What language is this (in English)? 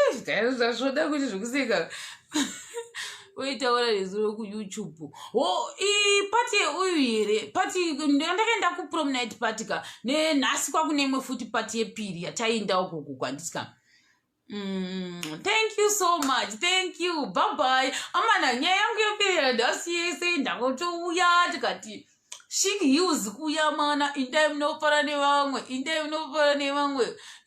Shona